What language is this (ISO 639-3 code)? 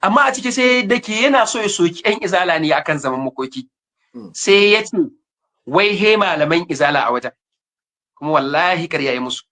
hau